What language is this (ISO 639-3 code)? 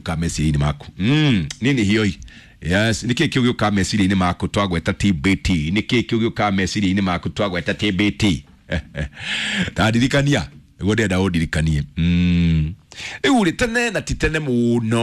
kik